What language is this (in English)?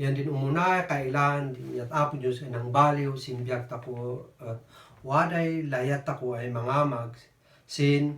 Kankanaey